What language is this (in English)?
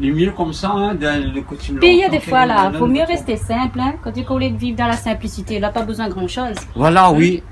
Réunion Creole French